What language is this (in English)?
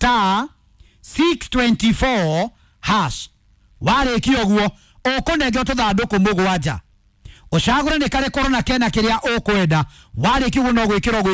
Kikuyu